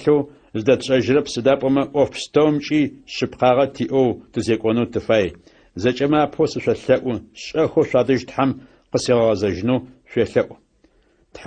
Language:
Adyghe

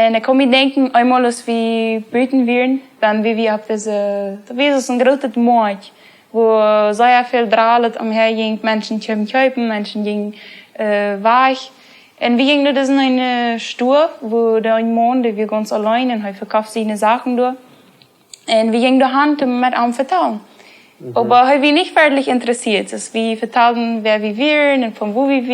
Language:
Plautdietsch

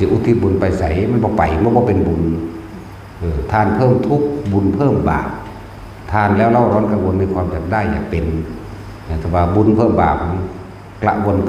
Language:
Northeastern Thai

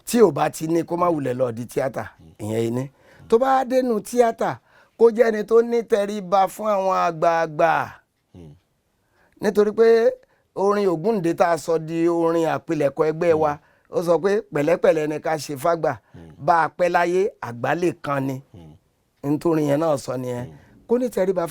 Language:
Yoruba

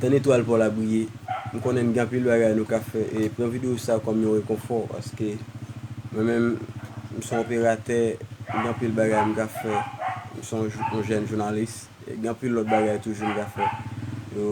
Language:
Haitian Creole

